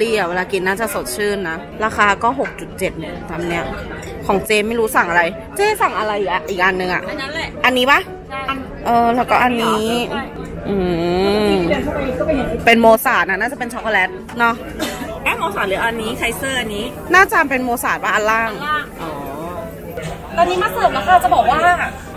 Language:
Thai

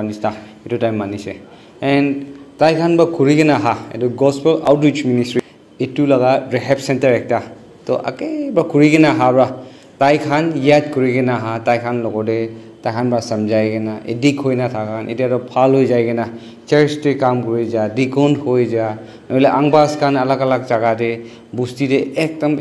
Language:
Naga Pidgin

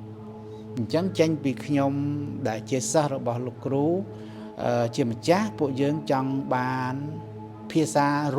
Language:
Khmer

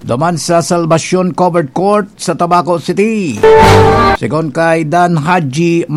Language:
Bikol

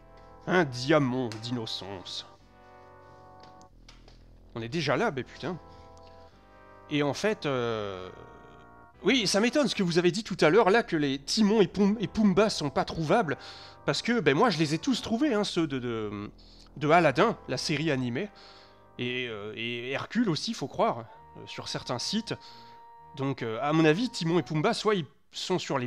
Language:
French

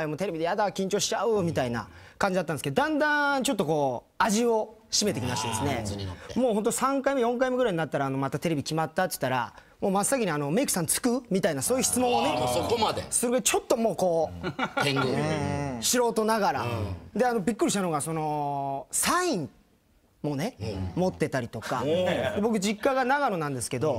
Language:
Japanese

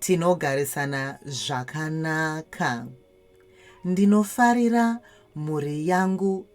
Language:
Shona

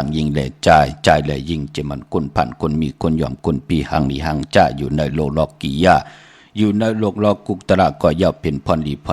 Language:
Shan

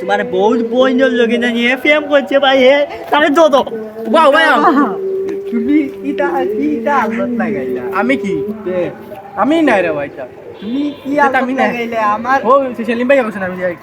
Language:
Sylheti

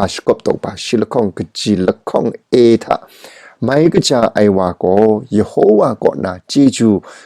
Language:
Kachin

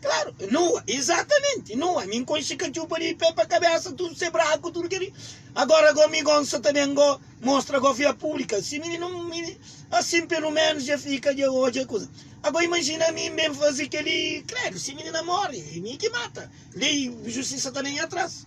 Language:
Kabuverdianu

